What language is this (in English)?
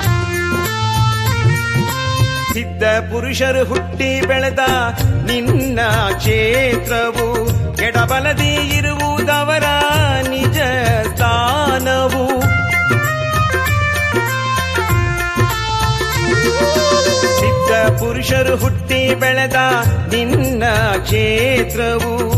Kannada